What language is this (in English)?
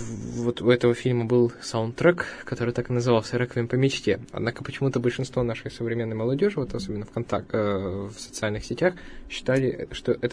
Russian